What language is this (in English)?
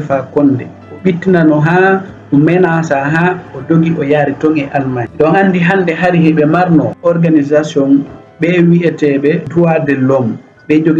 Fula